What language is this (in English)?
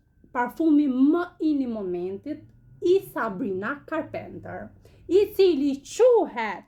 Albanian